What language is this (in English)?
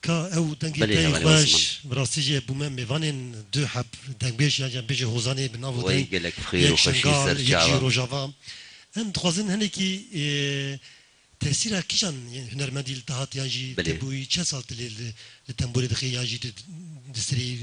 Kurdish